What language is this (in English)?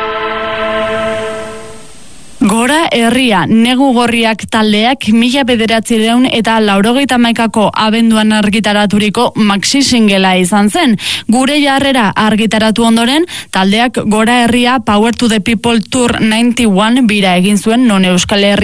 Basque